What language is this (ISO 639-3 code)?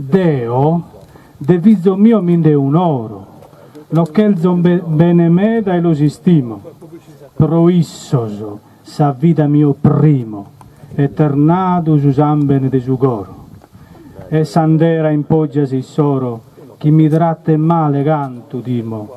srd